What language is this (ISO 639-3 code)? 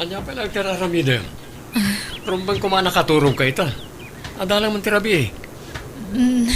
ilo